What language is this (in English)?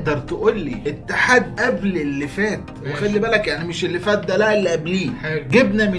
Egyptian Arabic